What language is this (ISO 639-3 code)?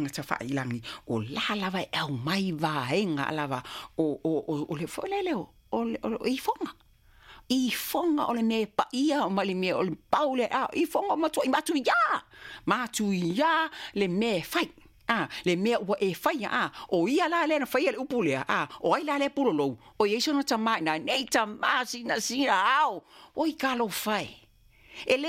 smo